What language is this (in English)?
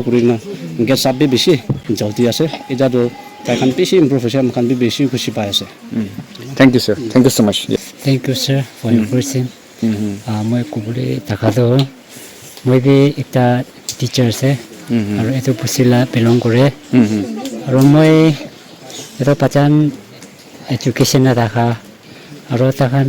Naga Pidgin